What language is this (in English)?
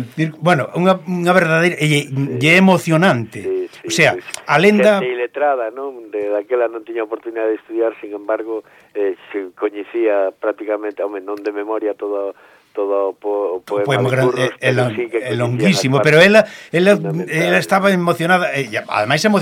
Galician